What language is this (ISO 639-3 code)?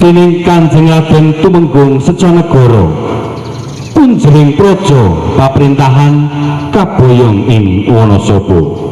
jav